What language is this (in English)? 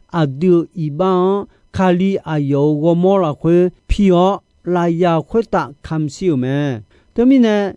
Akha